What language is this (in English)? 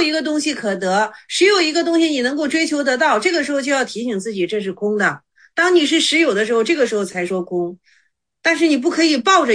Chinese